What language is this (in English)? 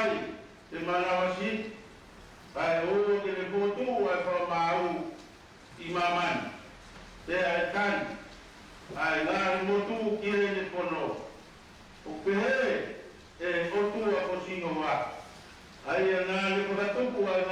Tongan